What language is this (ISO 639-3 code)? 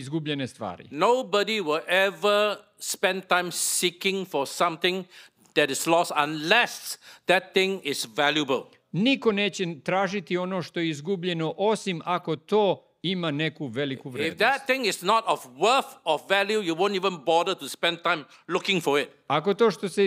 srp